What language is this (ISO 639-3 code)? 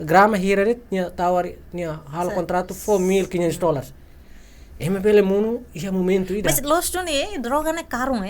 tet